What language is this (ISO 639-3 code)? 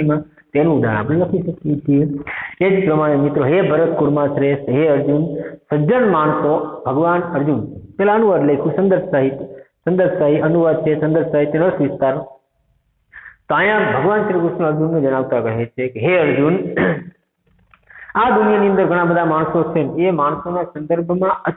guj